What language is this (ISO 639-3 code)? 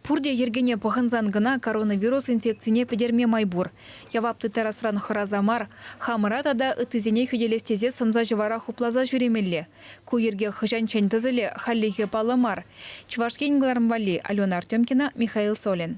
chv